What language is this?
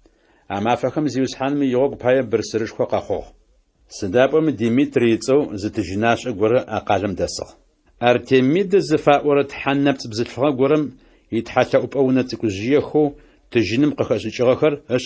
Adyghe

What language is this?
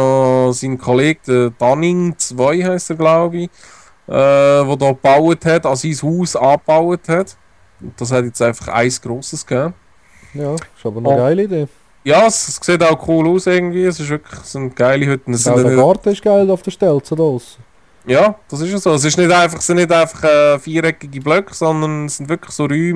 Swiss German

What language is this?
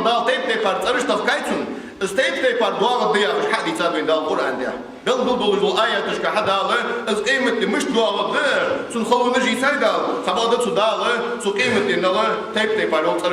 Ingush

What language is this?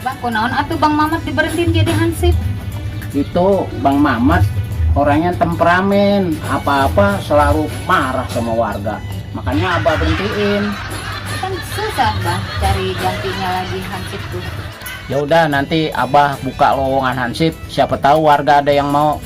Betawi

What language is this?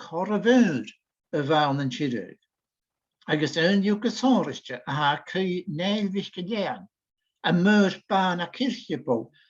Scottish Gaelic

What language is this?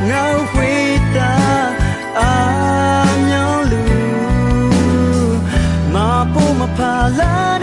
Akha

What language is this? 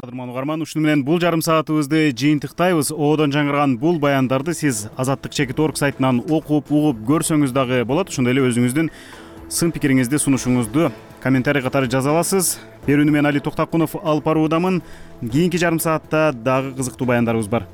Kyrgyz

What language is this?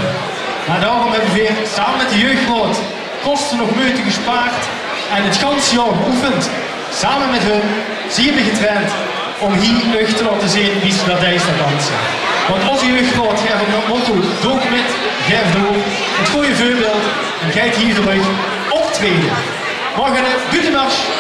Limburgish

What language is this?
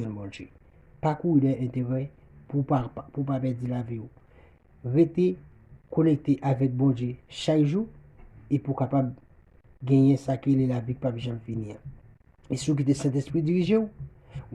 Haitian Creole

